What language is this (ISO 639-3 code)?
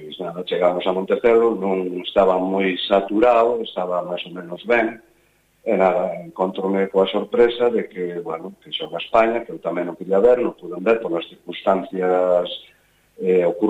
glg